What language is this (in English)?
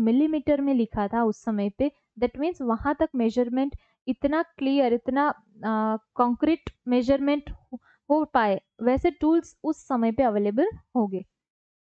Hindi